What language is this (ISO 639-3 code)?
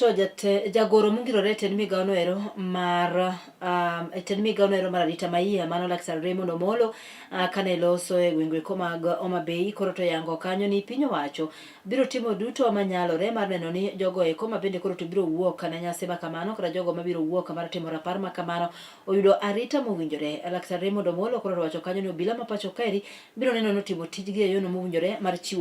luo